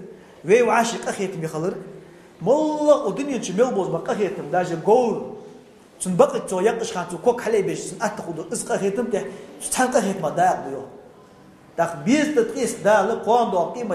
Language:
Ingush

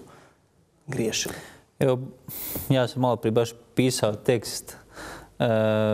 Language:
Croatian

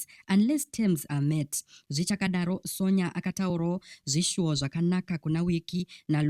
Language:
Shona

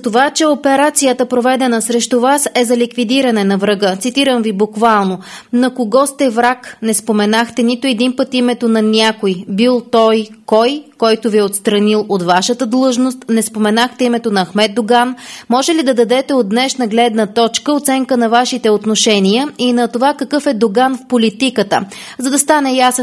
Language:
Bulgarian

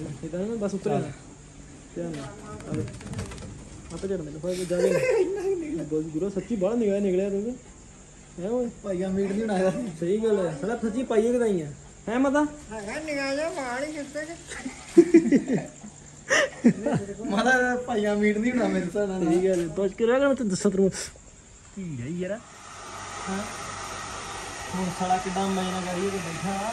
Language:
Punjabi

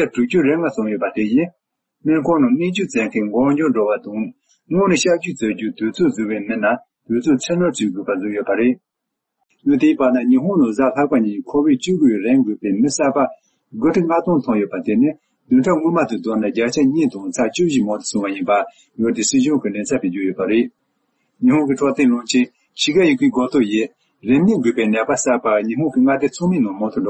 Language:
Tibetan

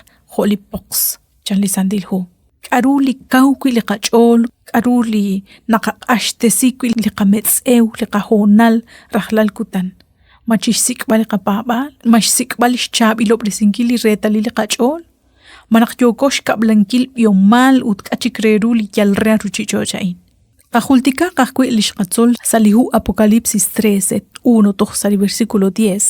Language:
Kekchí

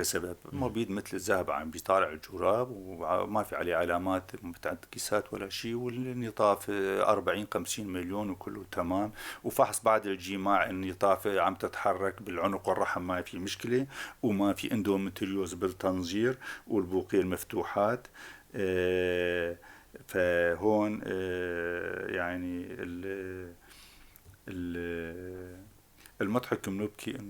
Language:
North Levantine Arabic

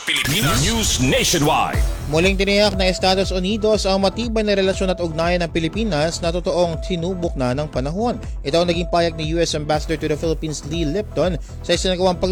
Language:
Filipino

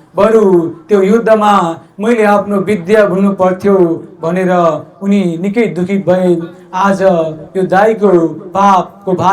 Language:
Nepali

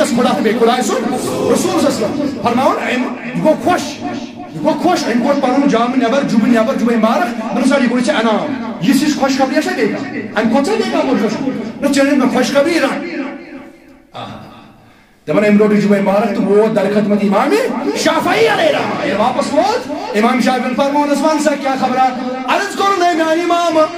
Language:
Kashmiri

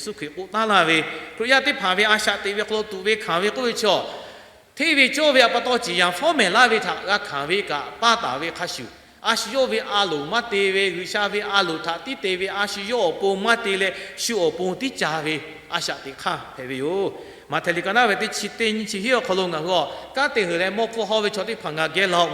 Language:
Lahu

